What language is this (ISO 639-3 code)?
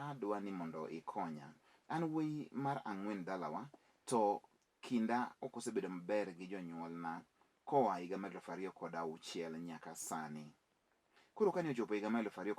luo